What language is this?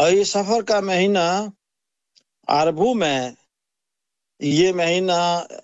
Urdu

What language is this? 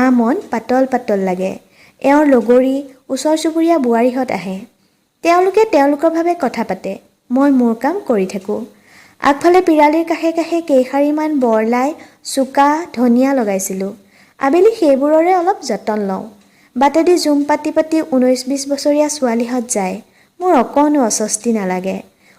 Assamese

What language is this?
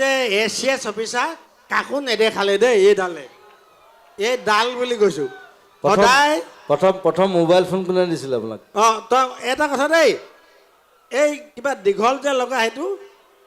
Assamese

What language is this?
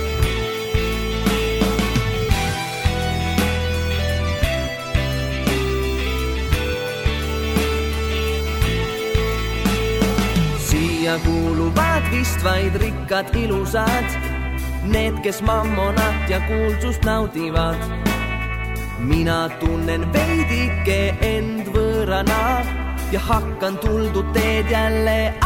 Estonian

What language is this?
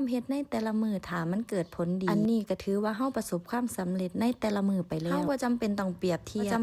Lao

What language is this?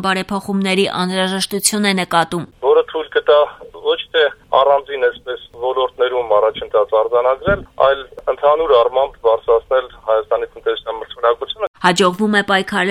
Armenian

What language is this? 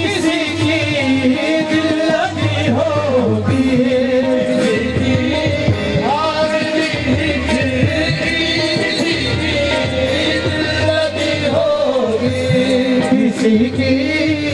Hindi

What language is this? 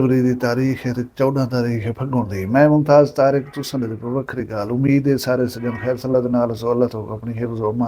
Saraiki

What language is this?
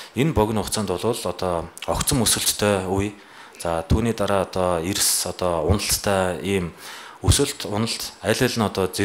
Mongolian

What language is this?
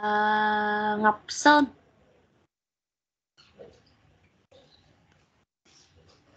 Vietnamese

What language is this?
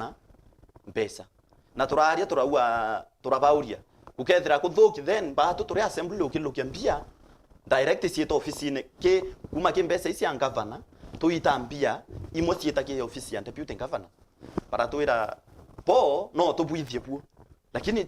Meru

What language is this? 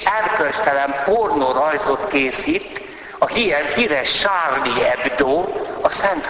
Hungarian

